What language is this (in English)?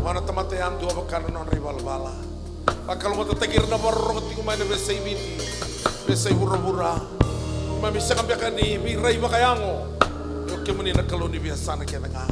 Fijian